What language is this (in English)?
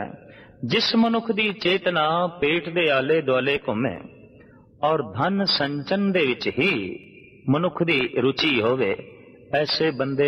Punjabi